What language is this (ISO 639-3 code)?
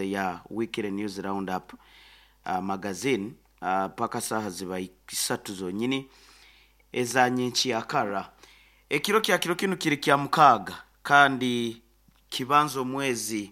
nyo